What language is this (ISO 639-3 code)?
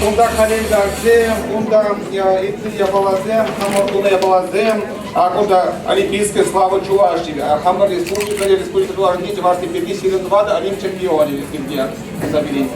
chv